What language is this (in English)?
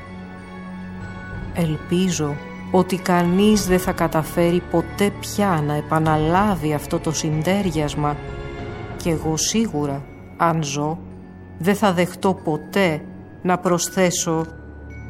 Greek